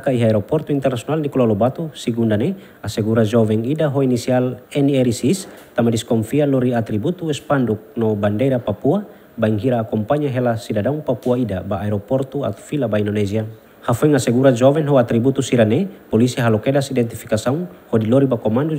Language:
Tetum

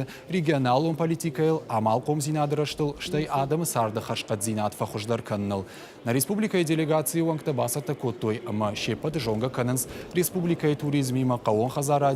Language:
Ossetic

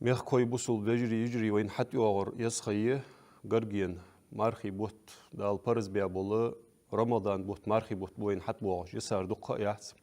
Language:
Ingush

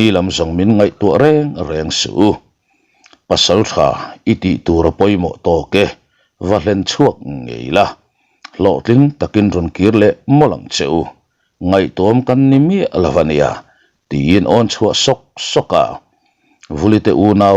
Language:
Mizo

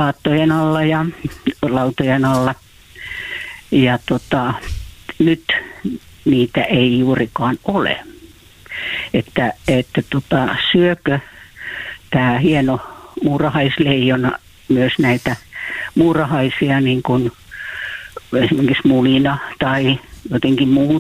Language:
Finnish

